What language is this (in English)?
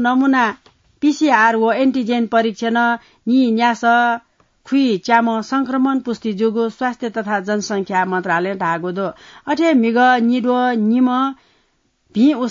Newari